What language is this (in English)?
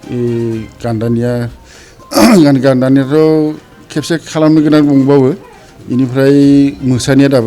Bodo